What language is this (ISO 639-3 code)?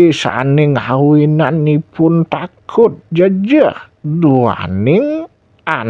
ban